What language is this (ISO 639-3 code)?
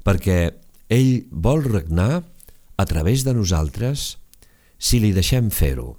cat